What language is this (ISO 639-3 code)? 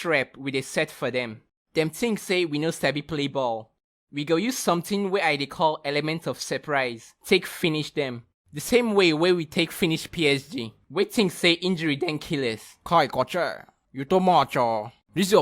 pcm